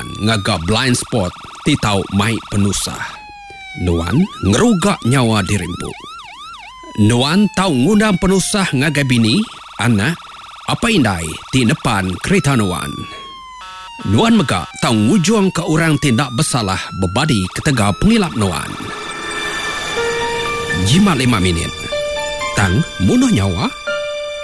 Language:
Iban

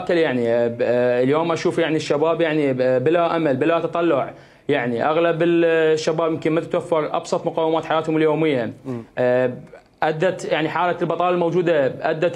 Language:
Mesopotamian Arabic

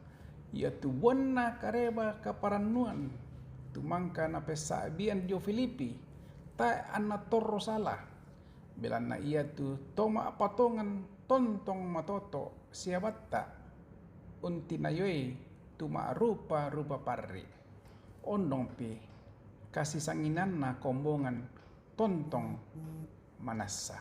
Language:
Toraja-Sa'dan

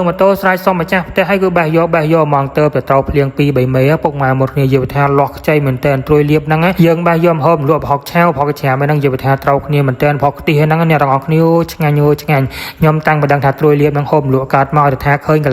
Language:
Khmer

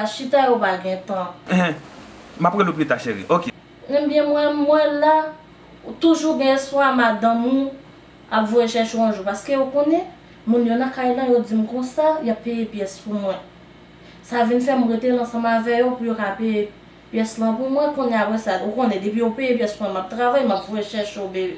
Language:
Haitian Creole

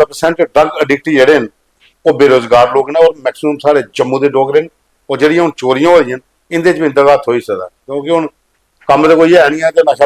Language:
Dogri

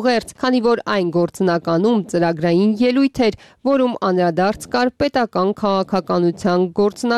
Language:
Armenian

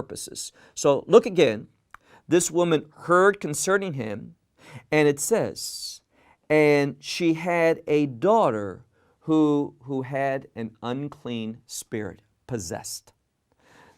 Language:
English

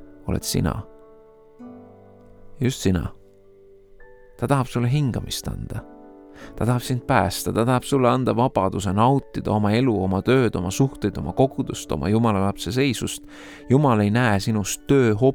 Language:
Estonian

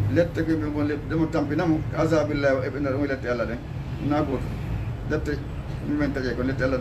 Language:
Fula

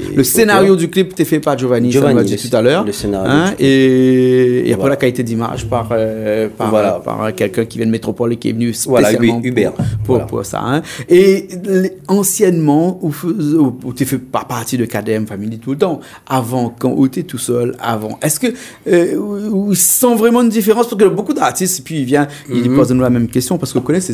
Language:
Réunion Creole French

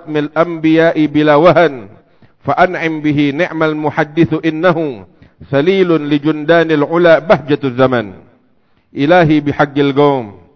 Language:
Indonesian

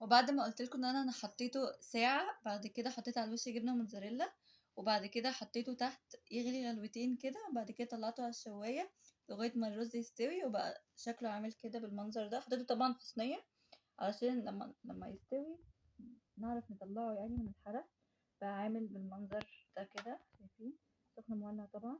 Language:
Egyptian Arabic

